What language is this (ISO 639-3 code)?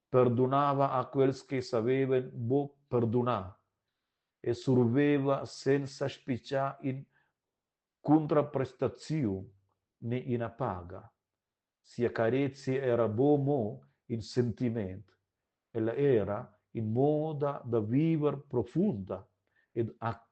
roh